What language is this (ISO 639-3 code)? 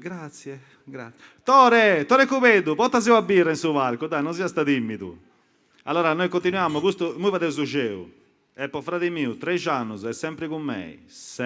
srd